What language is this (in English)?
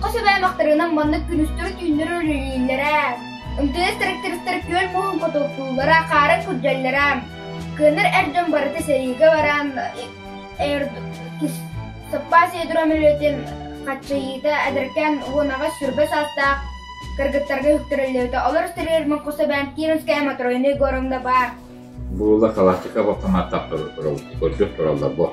Yakut